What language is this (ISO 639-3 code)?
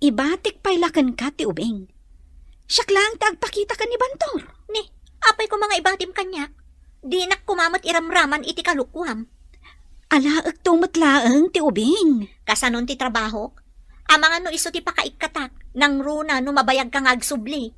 ilo